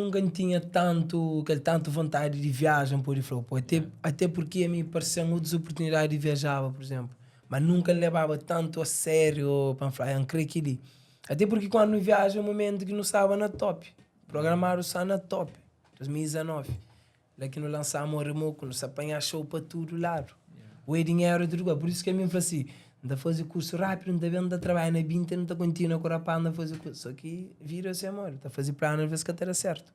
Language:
Kabuverdianu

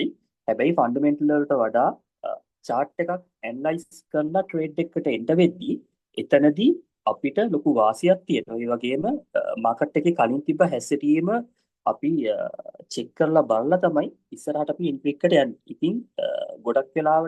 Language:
Sinhala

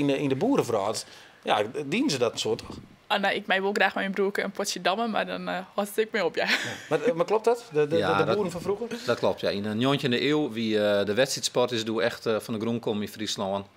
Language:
Western Frisian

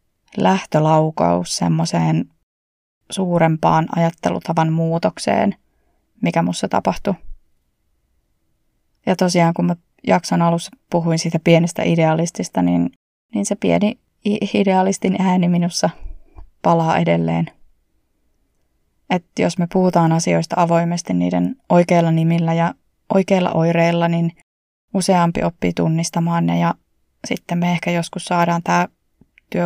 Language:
Finnish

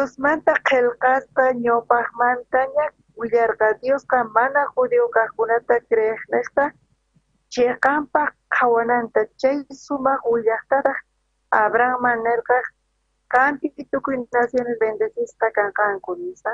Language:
South Bolivian Quechua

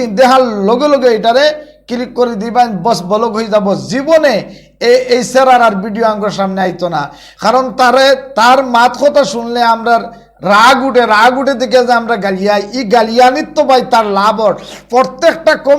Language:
Sylheti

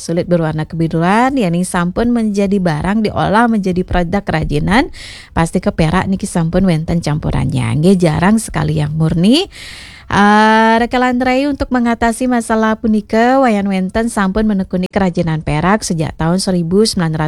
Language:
Balinese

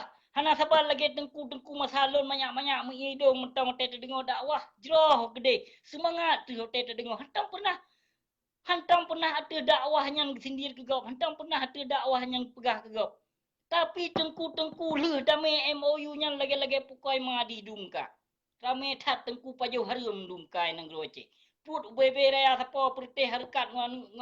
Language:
Achinese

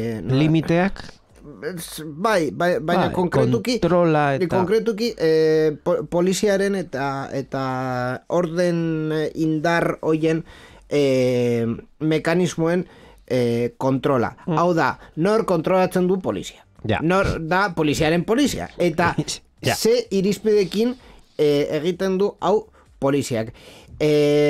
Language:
Basque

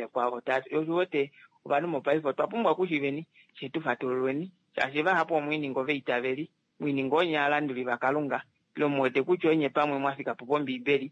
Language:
Kuanyama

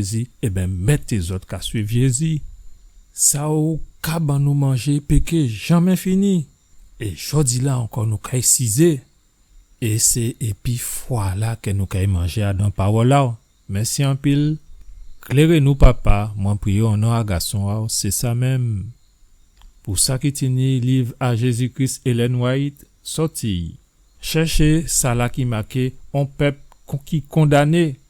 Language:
Guadeloupean Creole French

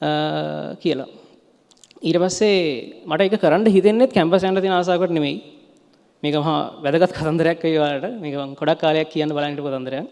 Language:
Sinhala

